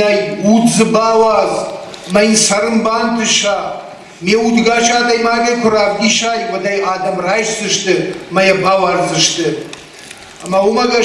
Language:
Ossetic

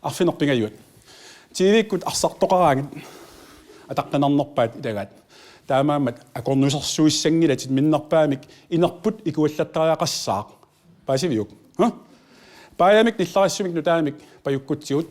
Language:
Kalaallisut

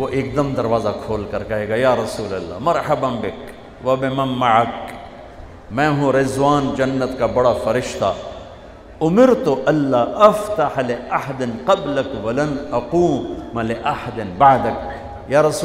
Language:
Urdu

